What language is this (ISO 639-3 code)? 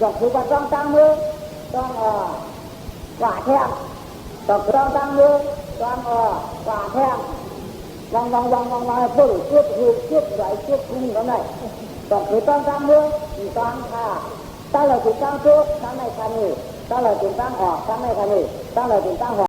shn